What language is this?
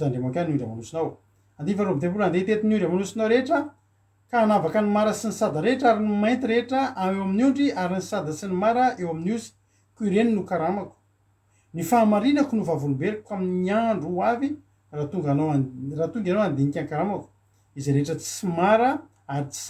Malagasy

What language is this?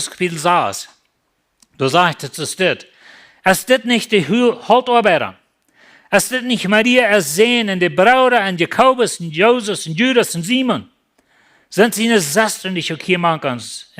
Plautdietsch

